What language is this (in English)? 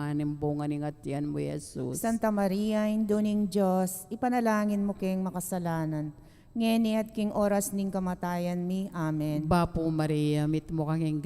Pampanga